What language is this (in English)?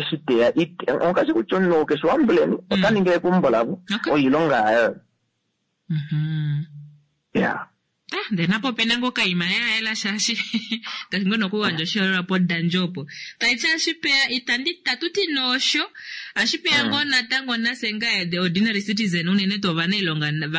Kuanyama